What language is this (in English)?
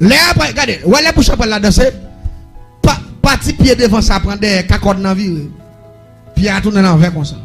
Haitian Creole